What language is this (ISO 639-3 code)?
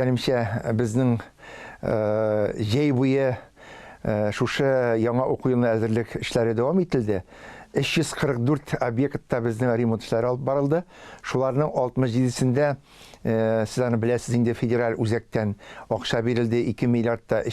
tat